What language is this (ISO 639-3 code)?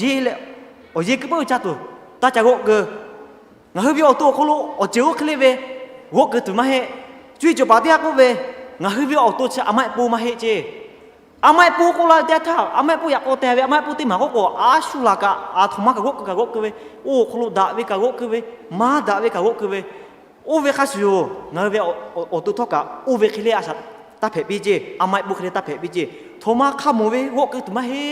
lhu